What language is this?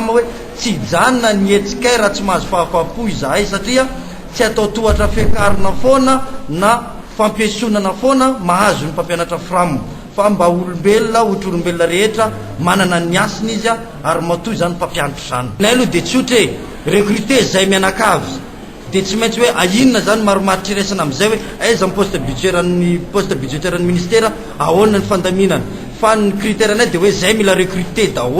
Malagasy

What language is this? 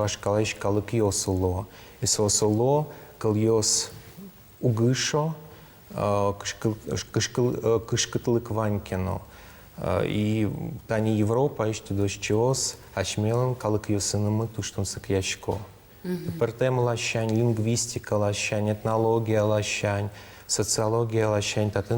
Udmurt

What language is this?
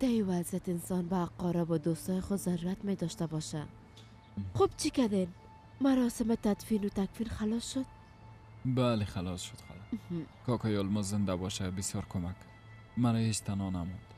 Persian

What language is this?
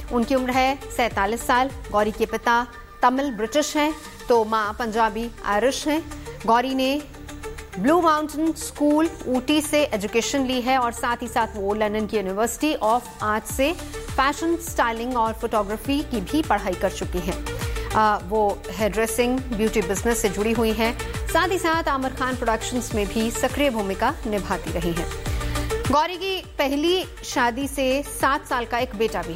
Hindi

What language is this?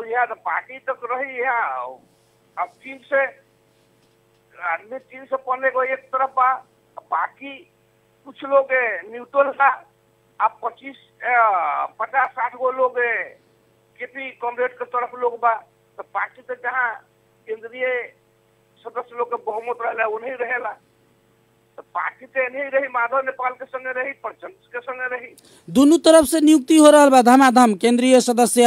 Bhojpuri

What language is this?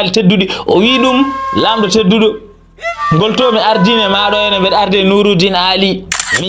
Fula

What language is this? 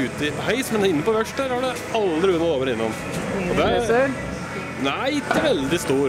Norwegian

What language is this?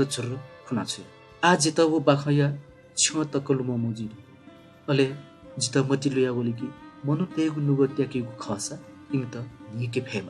Newari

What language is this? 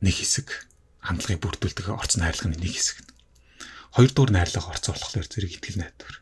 Mongolian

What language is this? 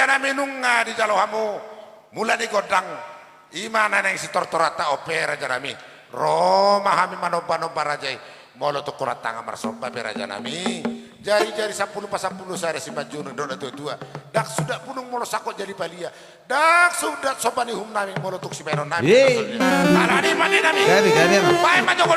Batak Toba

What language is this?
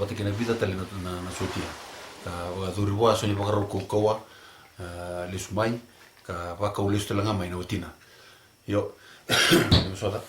Fijian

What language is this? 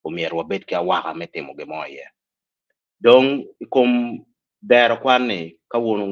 Acoli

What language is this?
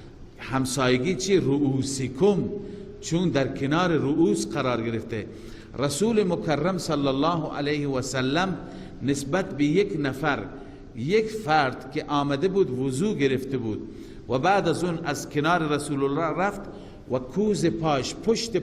Persian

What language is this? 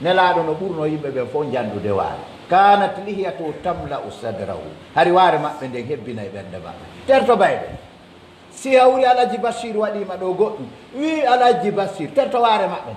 Pular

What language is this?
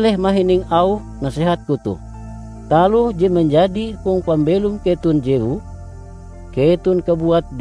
Ngaju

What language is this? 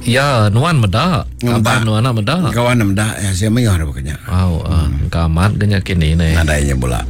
Iban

